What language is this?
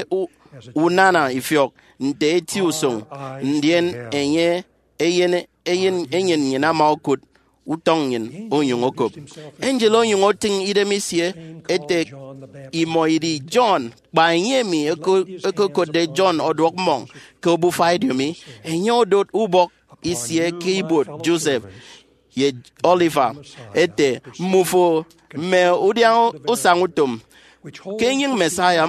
Efik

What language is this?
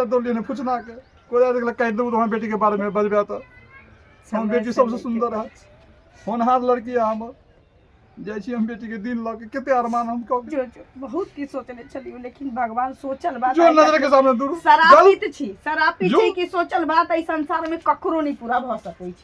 Maithili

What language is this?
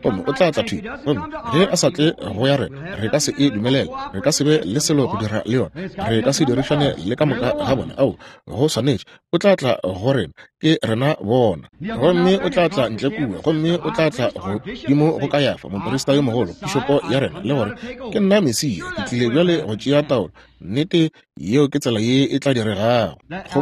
Northern Sotho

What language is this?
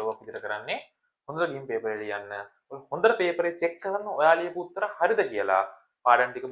Sinhala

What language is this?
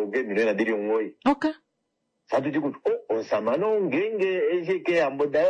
Kuanyama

